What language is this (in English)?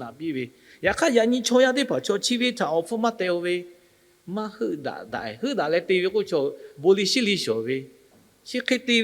Lahu